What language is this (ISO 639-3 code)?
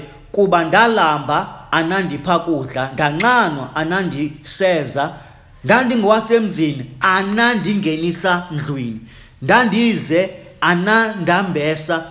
xho